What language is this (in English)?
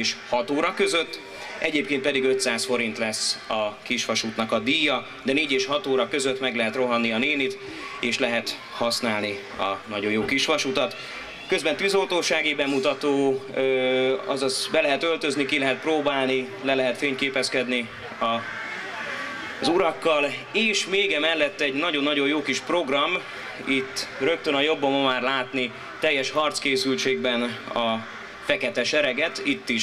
Hungarian